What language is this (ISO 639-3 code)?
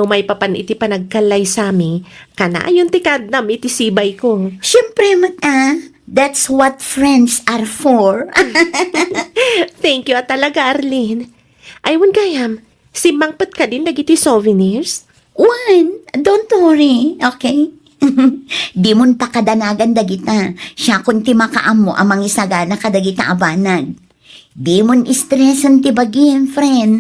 ilo